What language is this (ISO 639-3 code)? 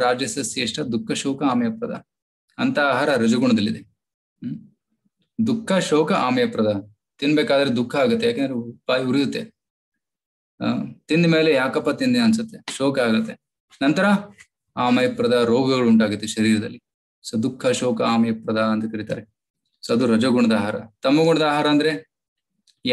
kan